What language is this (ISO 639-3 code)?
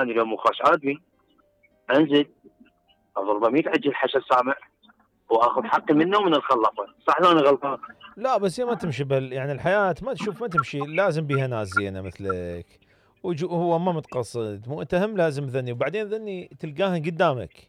acm